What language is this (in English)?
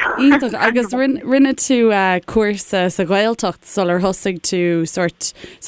Irish